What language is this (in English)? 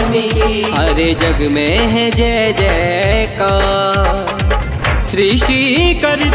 Hindi